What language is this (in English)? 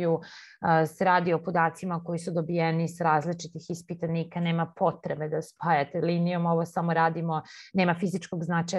Serbian